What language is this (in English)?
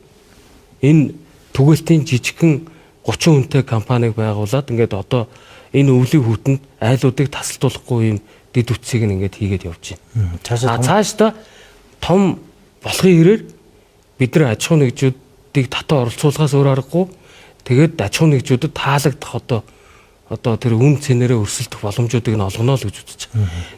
Mongolian